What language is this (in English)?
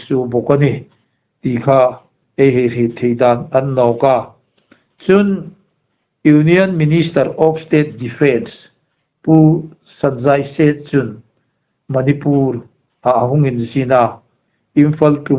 Hmar